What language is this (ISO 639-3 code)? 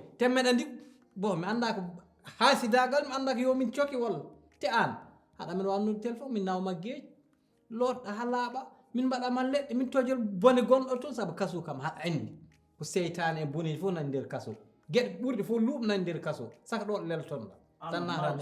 ful